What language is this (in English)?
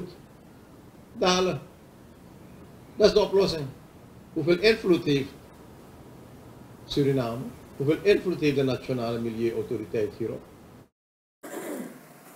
Dutch